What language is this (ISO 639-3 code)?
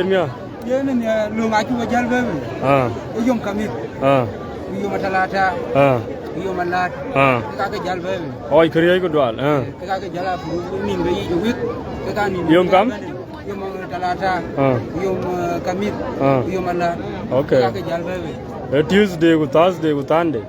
din